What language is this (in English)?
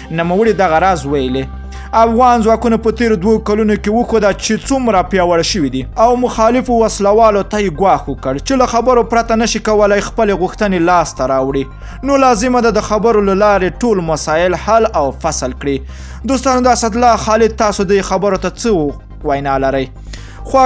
Pashto